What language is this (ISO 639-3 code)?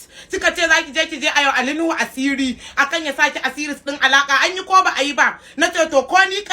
hau